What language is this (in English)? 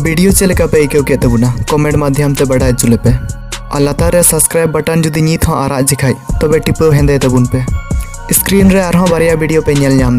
Santali